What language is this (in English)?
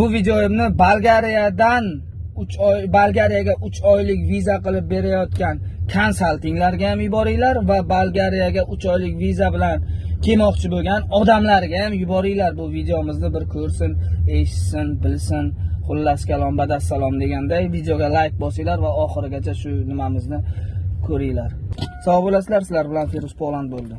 Uzbek